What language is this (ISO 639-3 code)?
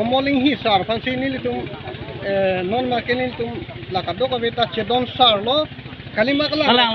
mjw